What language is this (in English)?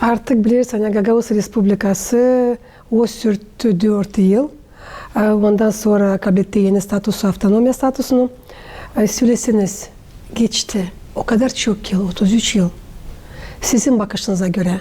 Gagauz